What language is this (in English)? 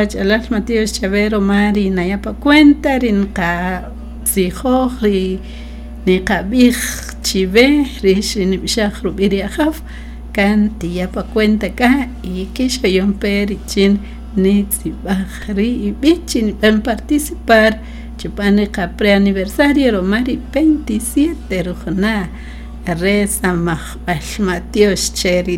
Kaqchikel